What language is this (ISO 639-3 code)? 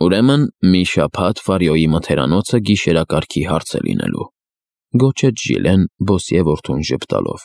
hye